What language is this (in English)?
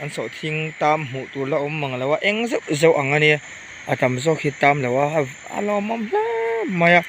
Mizo